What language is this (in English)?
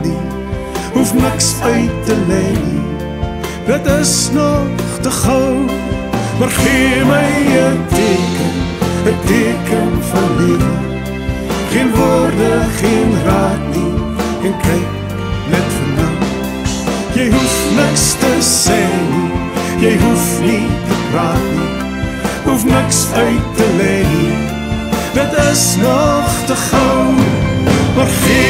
Afrikaans